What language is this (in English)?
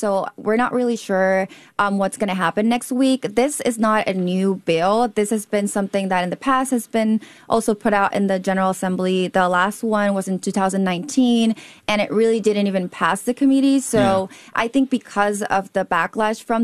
English